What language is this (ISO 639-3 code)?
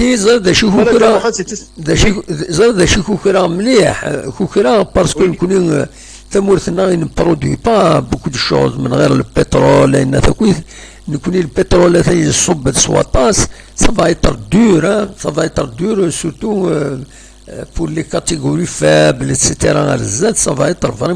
kab